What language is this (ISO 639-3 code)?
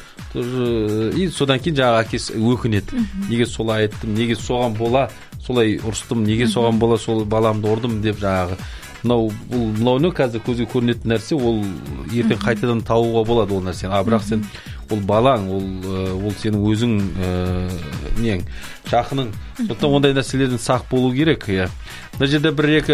kaz